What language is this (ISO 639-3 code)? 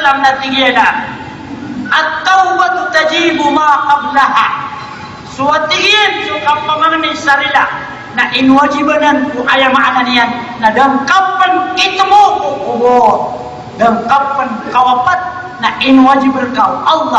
mrw